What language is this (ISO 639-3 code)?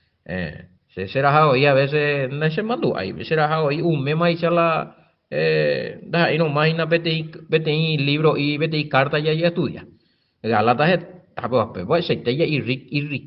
grn